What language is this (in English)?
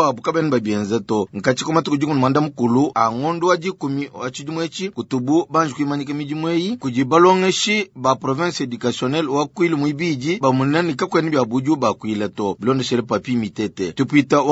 Luba-Lulua